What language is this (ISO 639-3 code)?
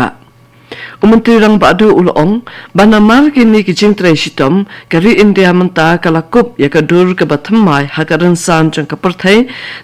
kha